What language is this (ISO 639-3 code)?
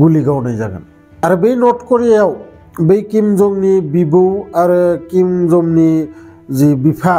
brx